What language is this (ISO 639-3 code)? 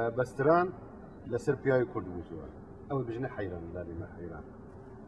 kur